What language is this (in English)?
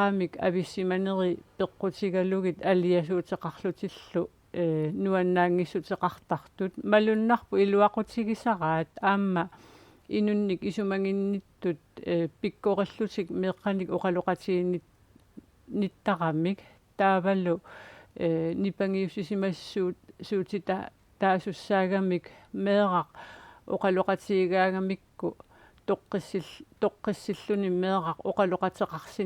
Kalaallisut